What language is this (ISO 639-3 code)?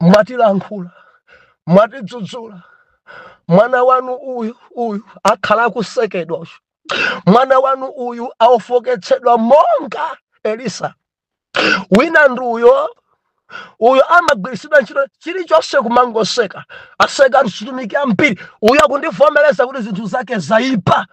nya